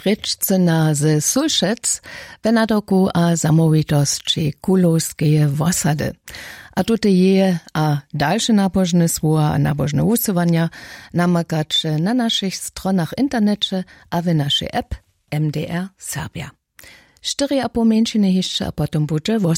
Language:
Upper Sorbian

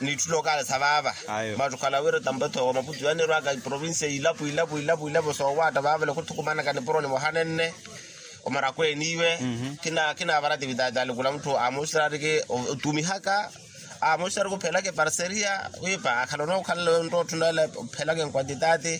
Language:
Makhuwa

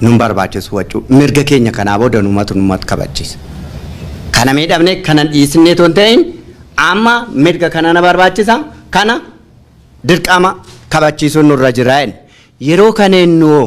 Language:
Oromo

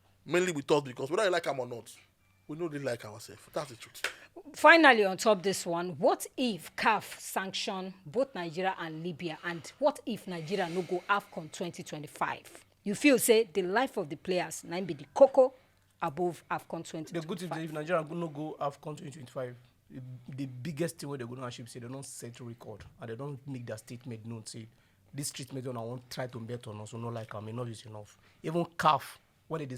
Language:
Nigerian Pidgin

